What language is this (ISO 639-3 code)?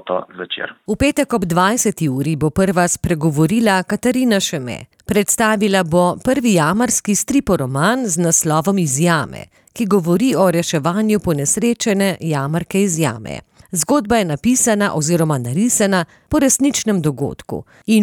slv